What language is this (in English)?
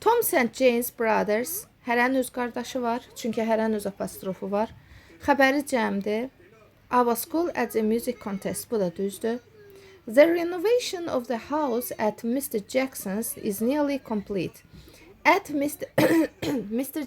Azerbaijani